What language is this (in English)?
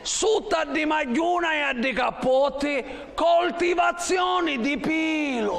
Sicilian